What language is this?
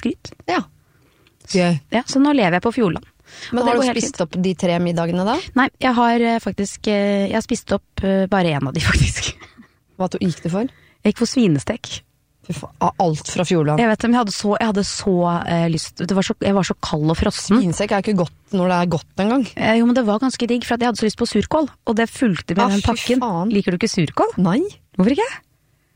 Norwegian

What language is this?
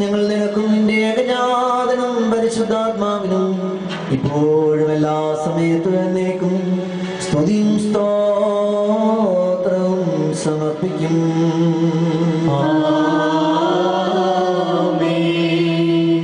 Malayalam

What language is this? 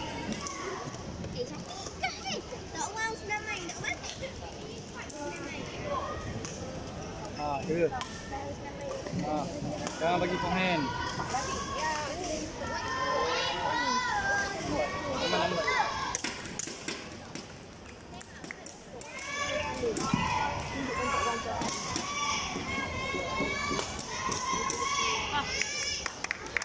Malay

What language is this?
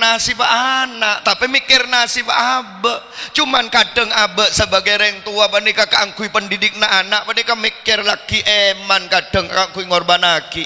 Madurese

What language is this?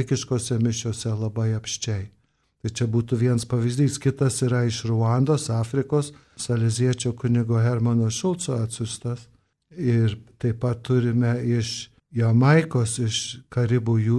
Lithuanian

